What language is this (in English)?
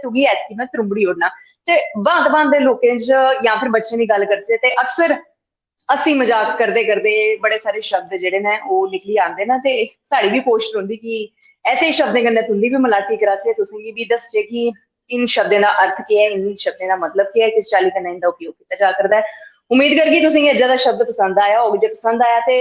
Dogri